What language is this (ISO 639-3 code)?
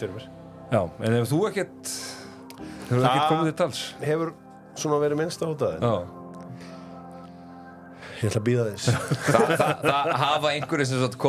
isl